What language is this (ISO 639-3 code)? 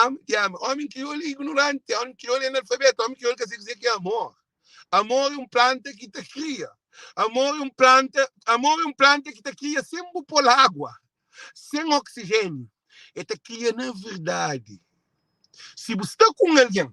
kea